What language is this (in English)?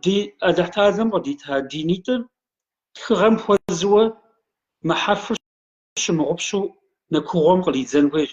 Kabardian